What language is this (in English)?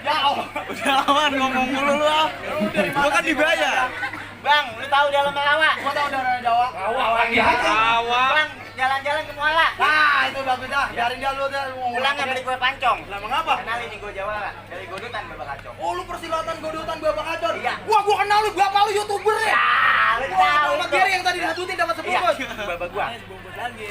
Betawi